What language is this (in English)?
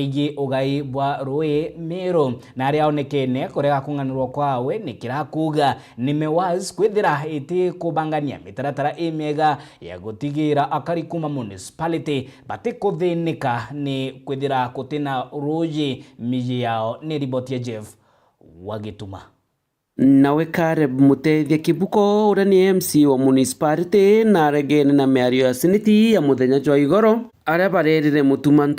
Meru